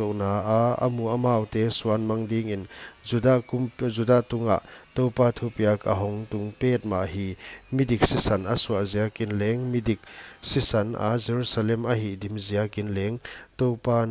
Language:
Paite Chin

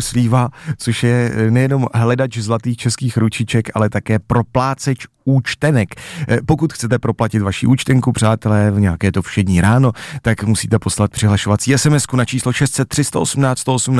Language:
Czech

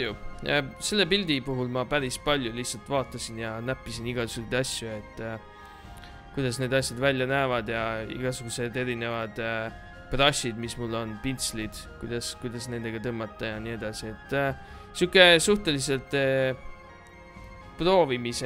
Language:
Estonian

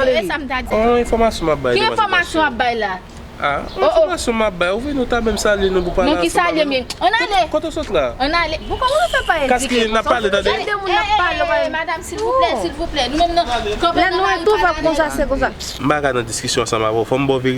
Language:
Haitian Creole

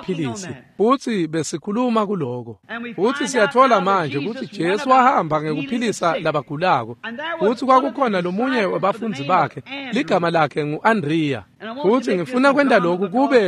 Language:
Swati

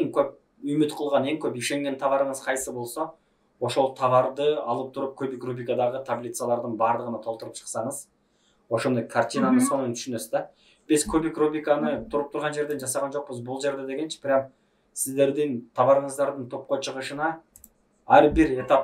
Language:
Kyrgyz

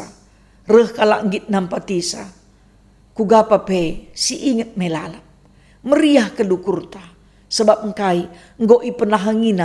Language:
Batak Karo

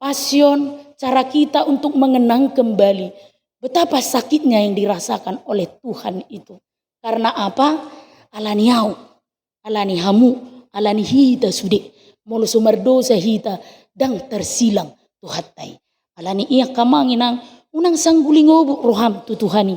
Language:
Batak Toba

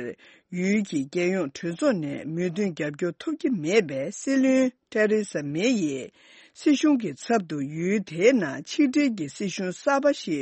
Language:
Tibetan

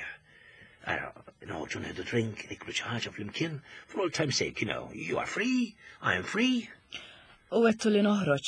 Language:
Maltese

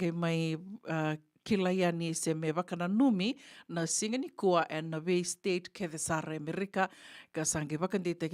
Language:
Fijian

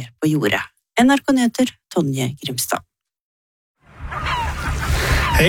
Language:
Norwegian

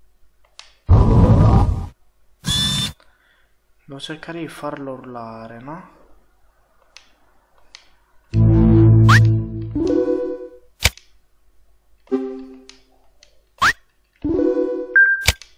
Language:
Italian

